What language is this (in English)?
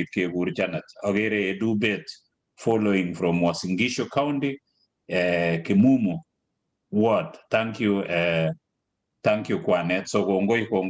Kalenjin